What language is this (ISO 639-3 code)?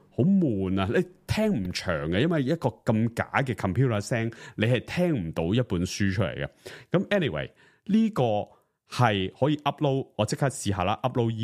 yue